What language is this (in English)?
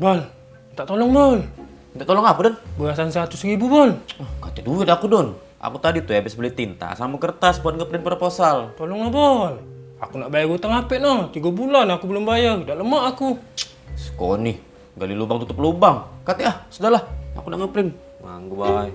Musi